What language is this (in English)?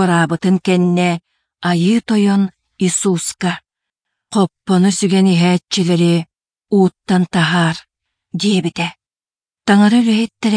Yakut